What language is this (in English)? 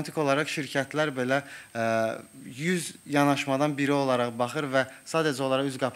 Azerbaijani